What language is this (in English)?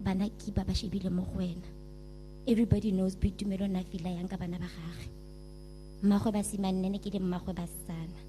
Tswana